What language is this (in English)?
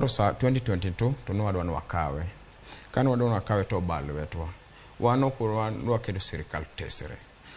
Luo (Kenya and Tanzania)